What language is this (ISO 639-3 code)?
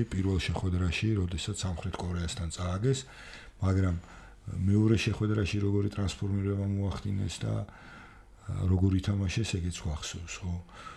kat